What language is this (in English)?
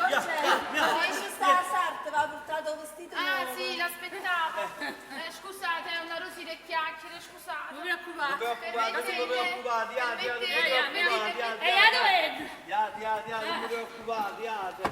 Neapolitan